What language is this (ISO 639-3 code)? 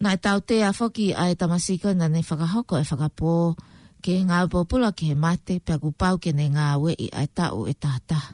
ton